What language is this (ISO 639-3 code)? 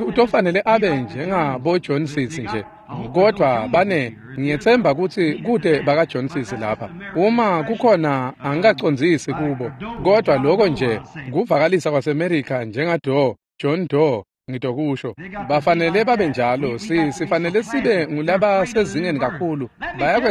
ssw